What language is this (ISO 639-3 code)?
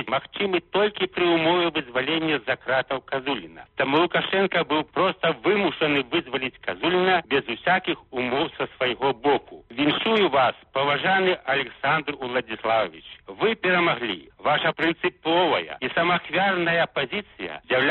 bel